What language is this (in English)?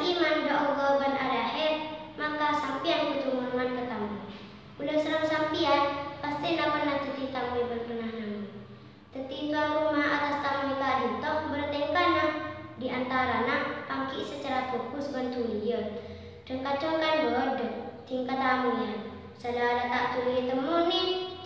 Madurese